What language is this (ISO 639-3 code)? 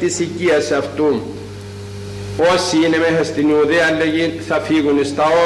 ell